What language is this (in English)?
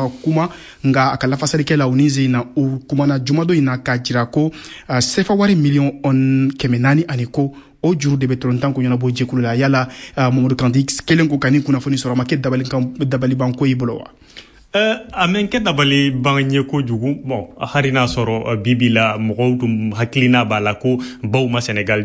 Bambara